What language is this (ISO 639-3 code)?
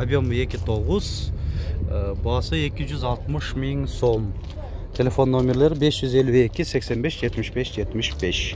kir